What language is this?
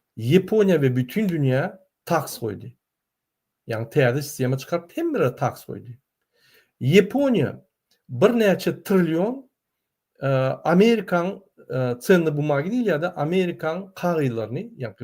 Turkmen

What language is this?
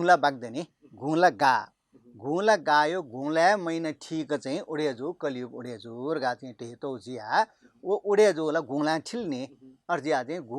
Newari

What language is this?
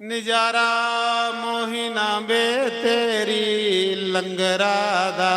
Dogri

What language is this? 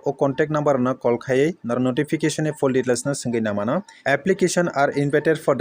Kok Borok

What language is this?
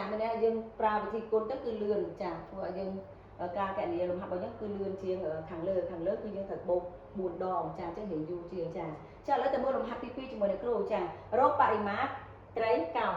Khmer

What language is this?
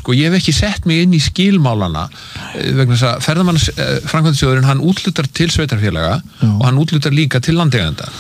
Icelandic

